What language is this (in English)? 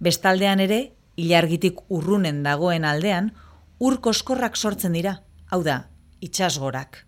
Basque